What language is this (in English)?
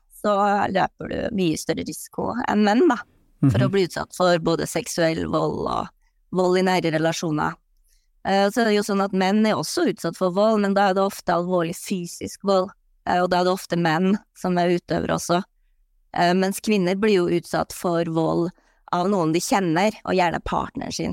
Norwegian